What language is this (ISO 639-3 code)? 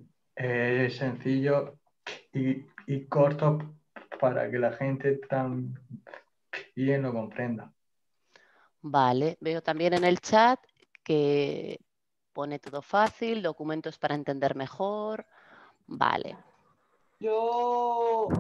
spa